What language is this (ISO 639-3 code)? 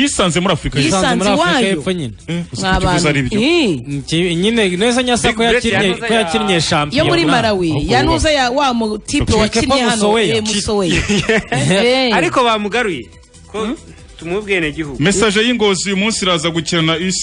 kin